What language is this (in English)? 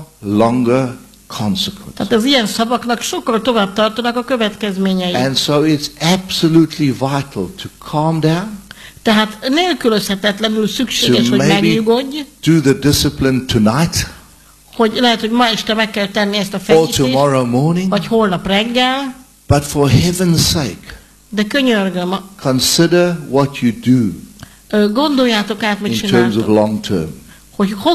Hungarian